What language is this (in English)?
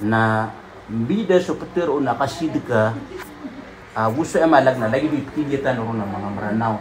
Maranao